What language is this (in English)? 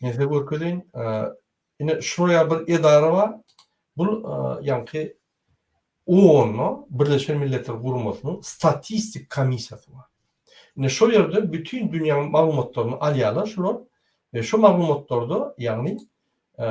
Turkmen